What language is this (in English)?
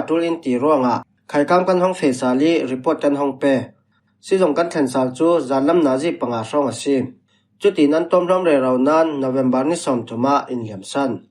Falam Chin